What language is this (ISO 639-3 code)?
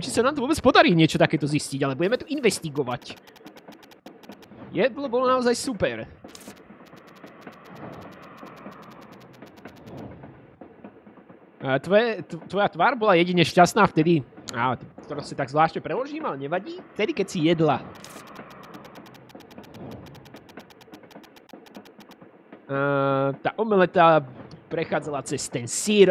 slk